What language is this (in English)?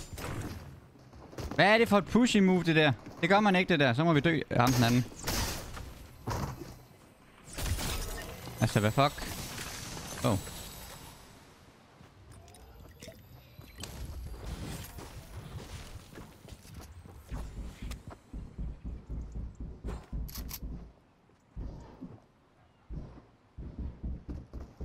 Danish